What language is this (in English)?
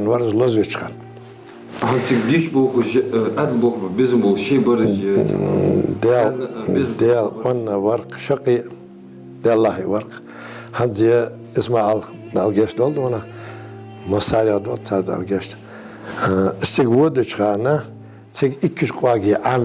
Ingush